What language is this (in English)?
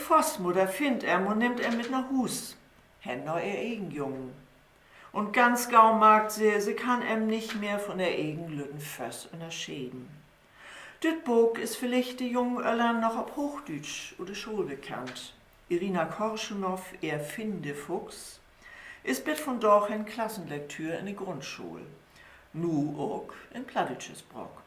Low German